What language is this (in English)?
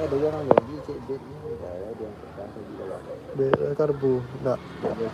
Minangkabau